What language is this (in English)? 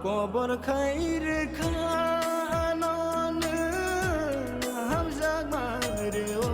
Kok Borok